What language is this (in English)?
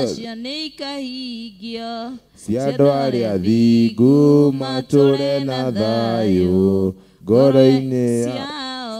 Kikuyu